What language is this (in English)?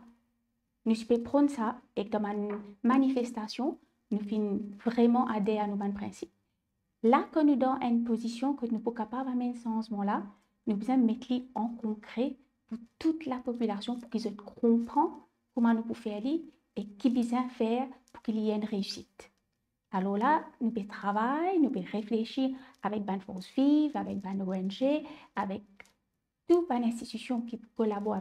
Morisyen